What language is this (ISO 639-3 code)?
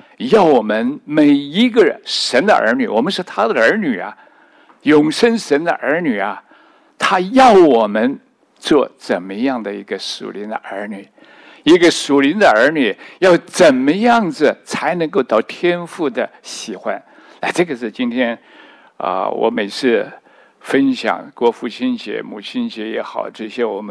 zho